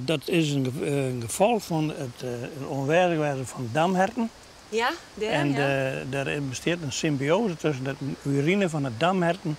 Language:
Western Frisian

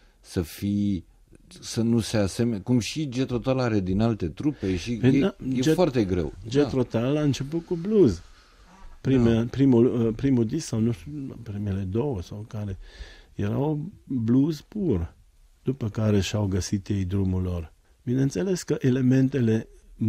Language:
Romanian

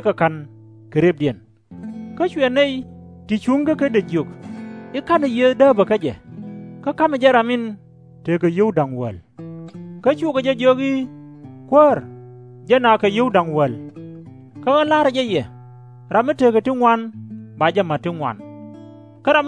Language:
Nuer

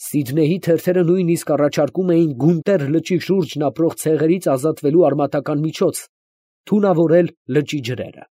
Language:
Armenian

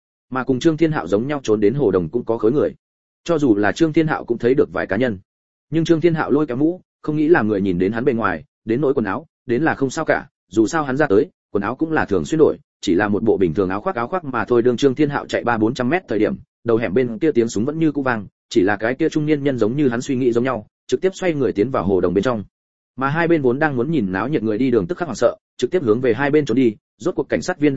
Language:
Vietnamese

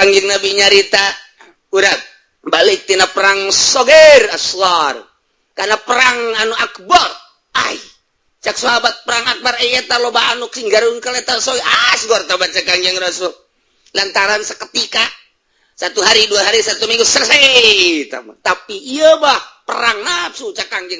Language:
Sundanese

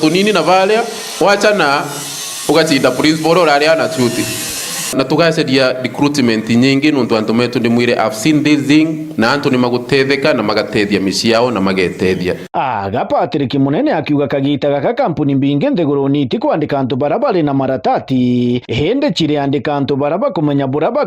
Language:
Meru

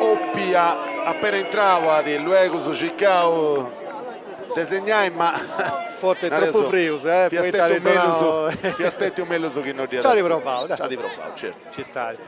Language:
Sardinian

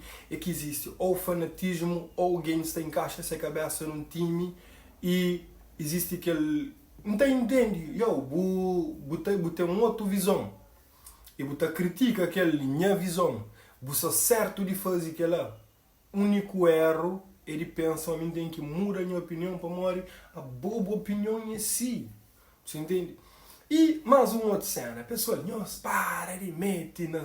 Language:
Kabuverdianu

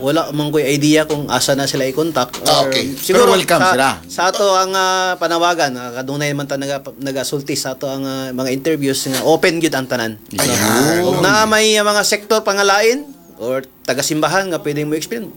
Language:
Cebuano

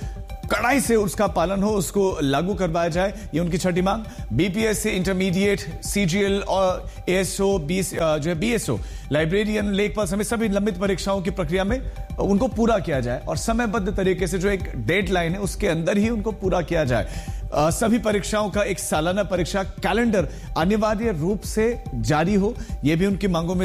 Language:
Hindi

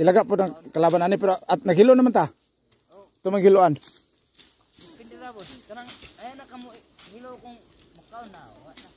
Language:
Cebuano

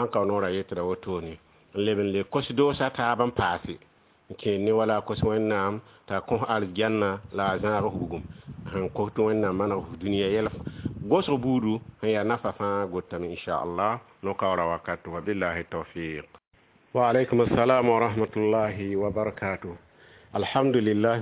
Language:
Mossi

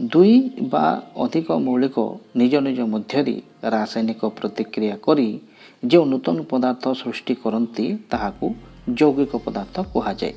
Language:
Odia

